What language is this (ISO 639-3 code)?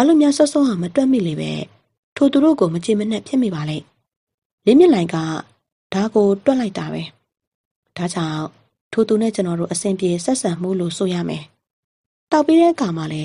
mya